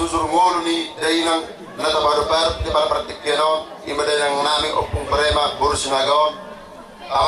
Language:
Batak Toba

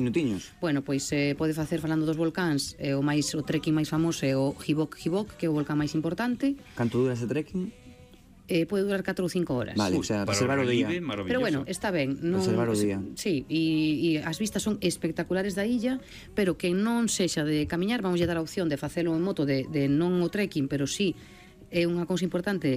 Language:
Galician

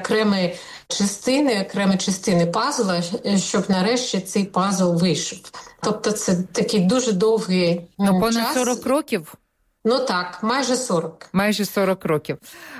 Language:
Ukrainian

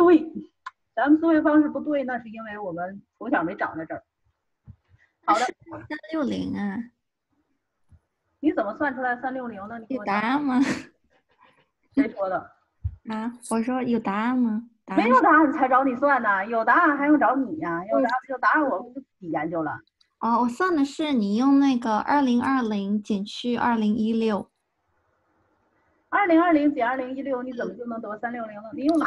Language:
Chinese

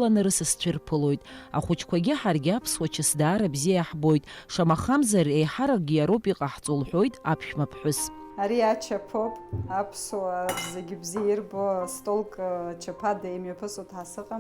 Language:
Abkhazian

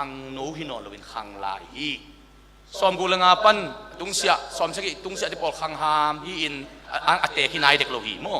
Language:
Tedim Chin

